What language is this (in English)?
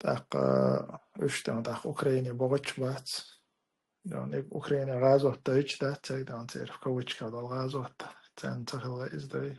Chechen